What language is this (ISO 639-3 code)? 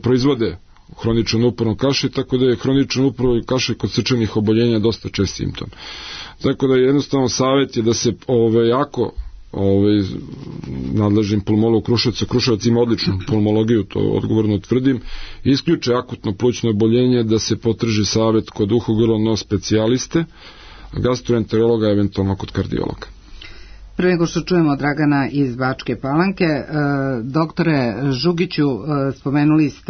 srp